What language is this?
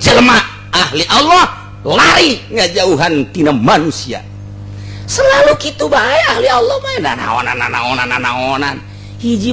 Sundanese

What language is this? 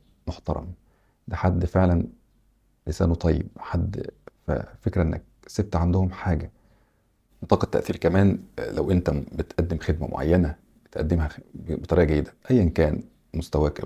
Egyptian Arabic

